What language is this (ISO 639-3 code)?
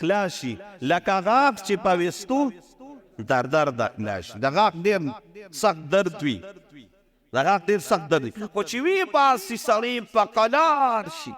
pus